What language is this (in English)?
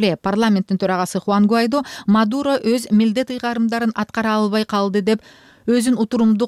Kyrgyz